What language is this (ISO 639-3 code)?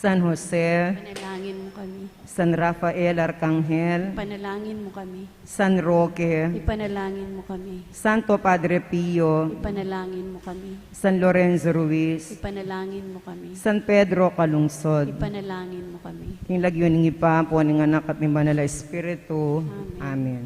pam